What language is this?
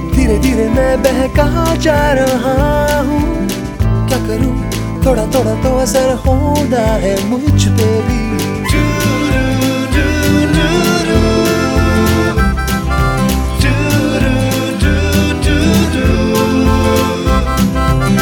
Hindi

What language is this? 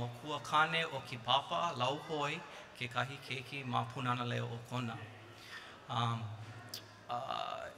Hawaiian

